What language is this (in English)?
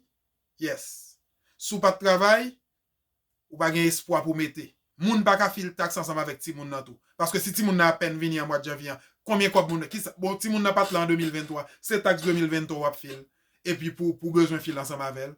Haitian Creole